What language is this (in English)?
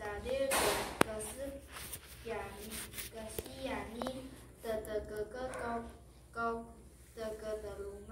Taroko